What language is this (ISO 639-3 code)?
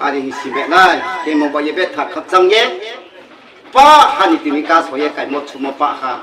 ria